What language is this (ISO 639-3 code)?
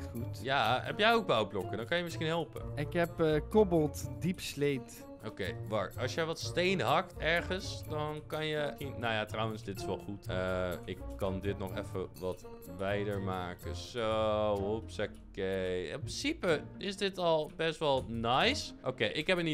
nld